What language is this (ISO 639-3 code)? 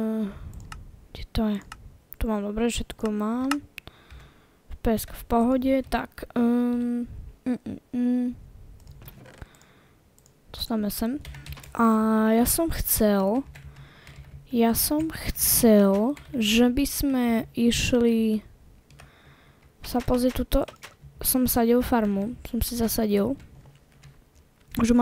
slk